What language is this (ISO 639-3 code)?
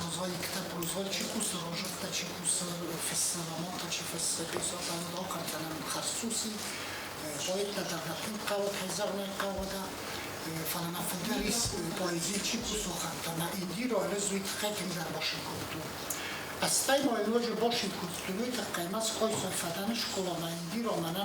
oss